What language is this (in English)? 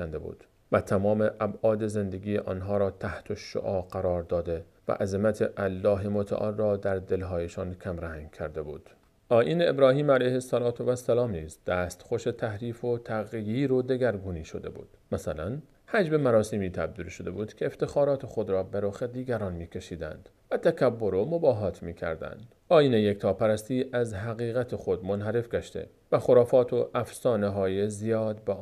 Persian